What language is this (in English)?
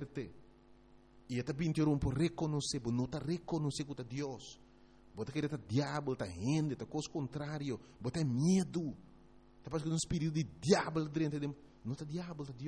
Papiamento